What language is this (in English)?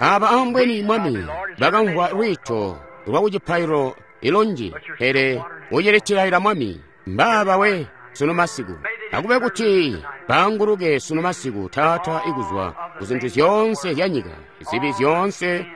Tonga (Zambia)